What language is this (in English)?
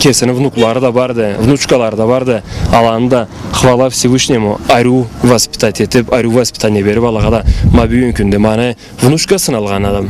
Karachay-Balkar